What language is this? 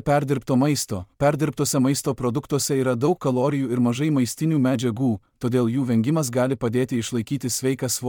Lithuanian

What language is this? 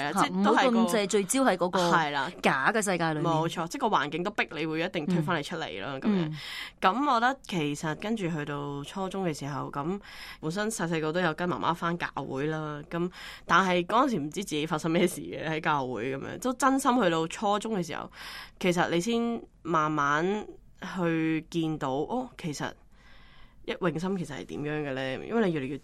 Cantonese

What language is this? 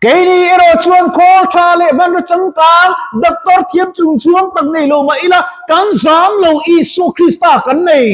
Mizo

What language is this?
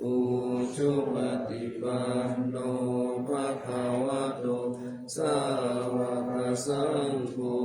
Pali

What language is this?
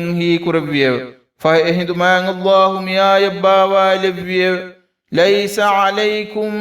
Divehi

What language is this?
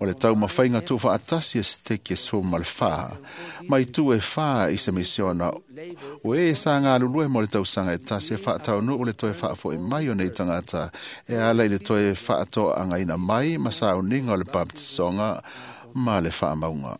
Samoan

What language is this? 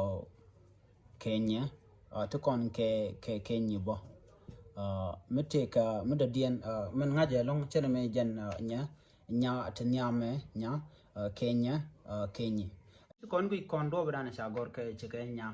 Nuer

